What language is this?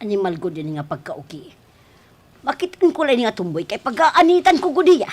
Waray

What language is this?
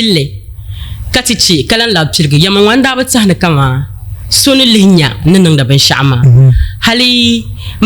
Dagbani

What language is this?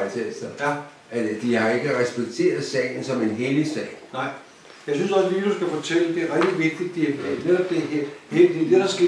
Danish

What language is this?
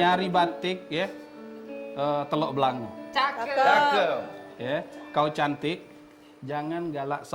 Musi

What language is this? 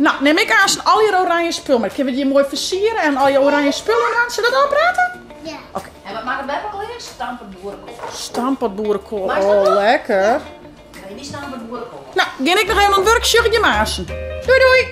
Western Frisian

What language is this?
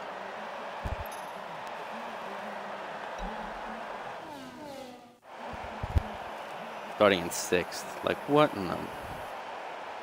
English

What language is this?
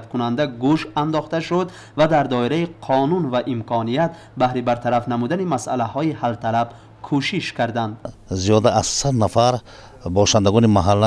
Tajik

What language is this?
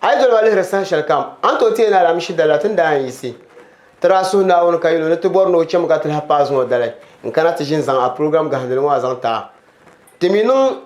Dagbani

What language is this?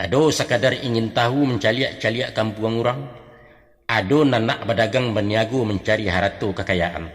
Minangkabau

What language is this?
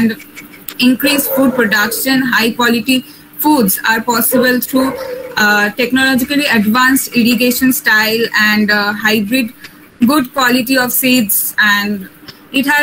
English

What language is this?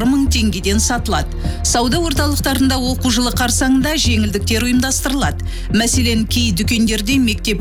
Kazakh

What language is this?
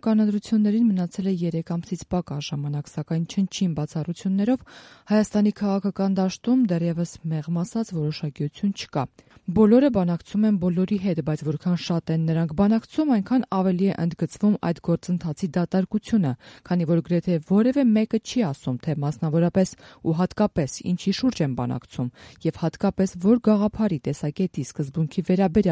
Armenian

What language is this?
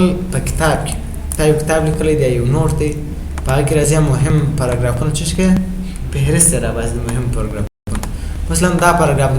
Pashto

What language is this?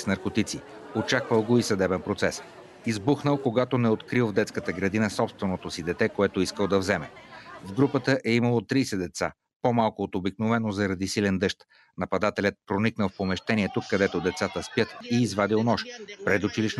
Bulgarian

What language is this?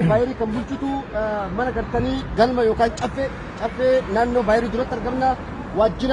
Oromo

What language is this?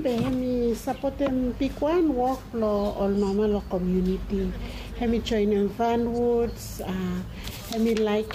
Bislama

